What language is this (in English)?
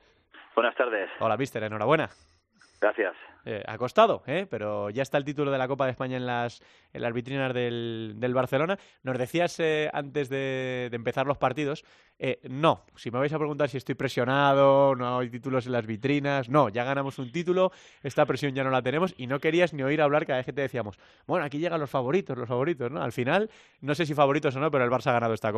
Spanish